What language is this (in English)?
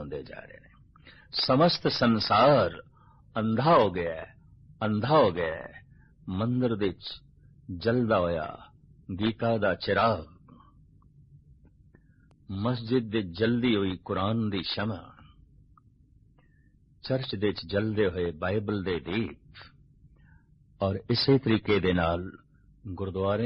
Punjabi